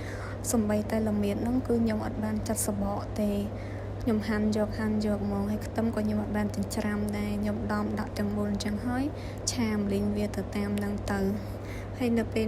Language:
Khmer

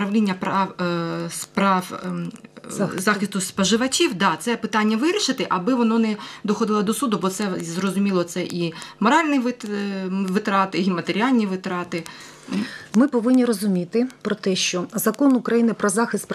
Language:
Ukrainian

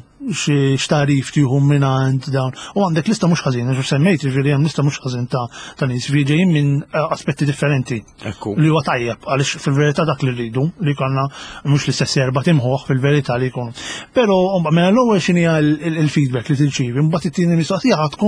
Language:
Maltese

